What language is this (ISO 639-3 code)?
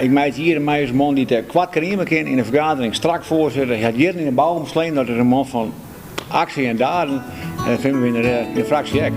fry